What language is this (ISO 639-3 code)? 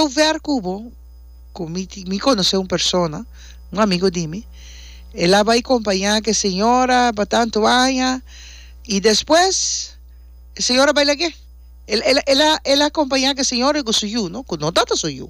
pap